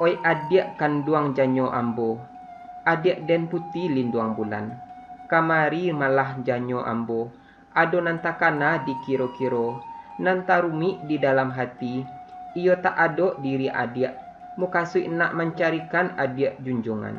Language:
Minangkabau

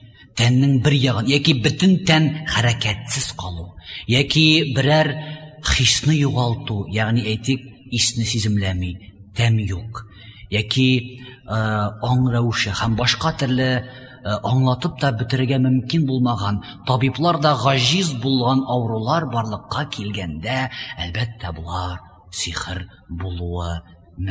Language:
Tatar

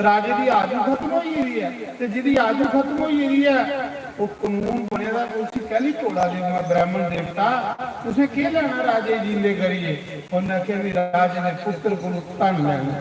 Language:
Dogri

